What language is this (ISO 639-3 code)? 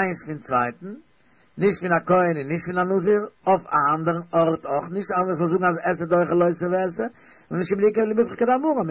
yid